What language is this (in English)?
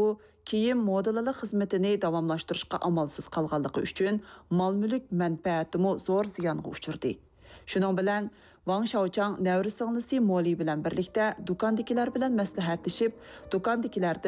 Uyghur